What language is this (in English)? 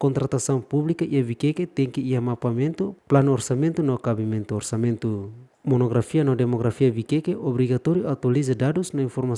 Tetum